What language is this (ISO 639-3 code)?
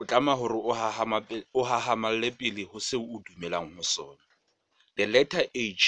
sot